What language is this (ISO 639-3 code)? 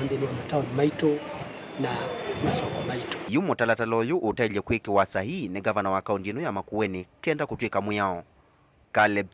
kam